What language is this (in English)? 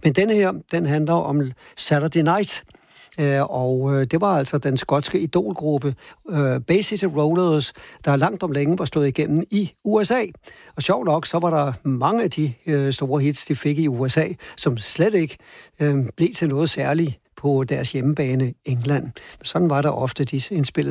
Danish